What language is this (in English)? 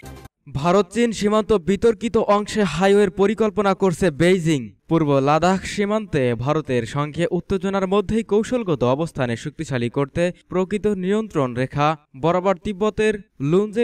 Bangla